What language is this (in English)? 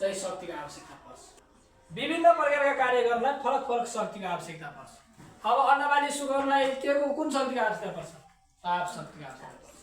Nepali